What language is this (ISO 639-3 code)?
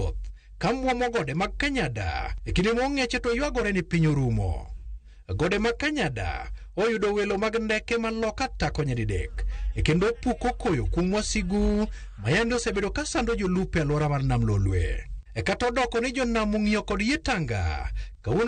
luo